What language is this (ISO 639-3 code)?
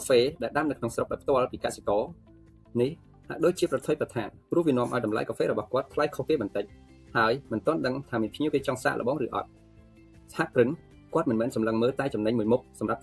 khm